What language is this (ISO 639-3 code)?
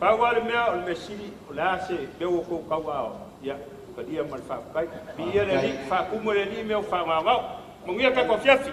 smo